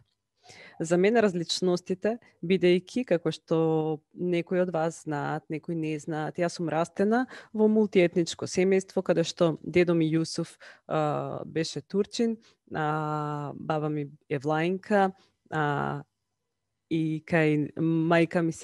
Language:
Macedonian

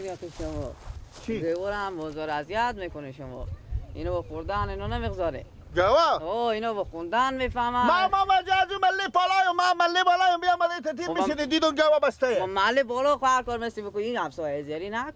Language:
Persian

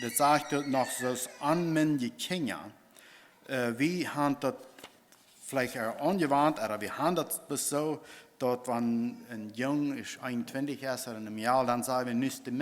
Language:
Plautdietsch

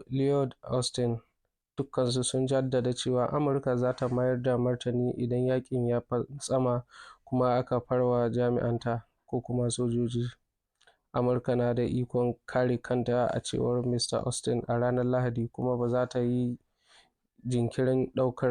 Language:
Hausa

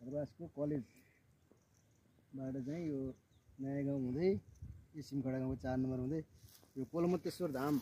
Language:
Nepali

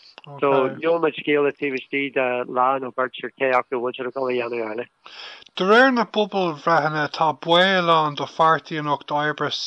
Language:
Irish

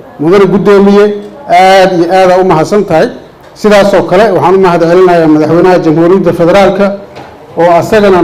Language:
Somali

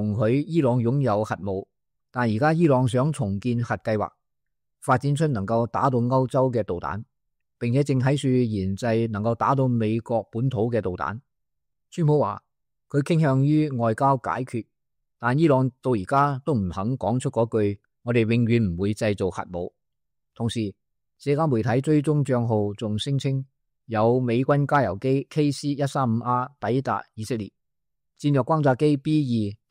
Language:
Cantonese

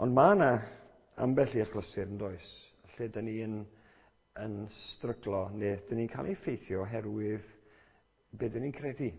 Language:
Welsh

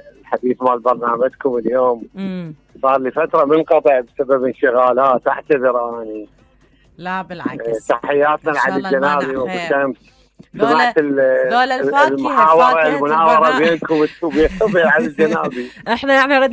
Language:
Mesopotamian Arabic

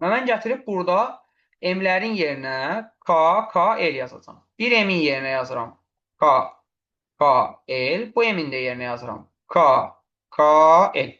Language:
Azerbaijani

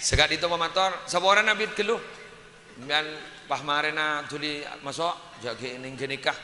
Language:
Madurese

